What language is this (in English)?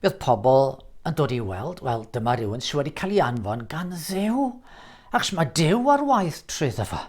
Welsh